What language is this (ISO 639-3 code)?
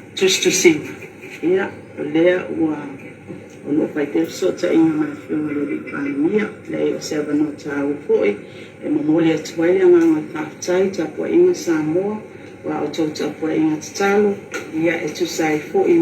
smo